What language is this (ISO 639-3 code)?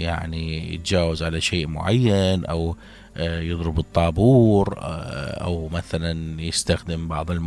acm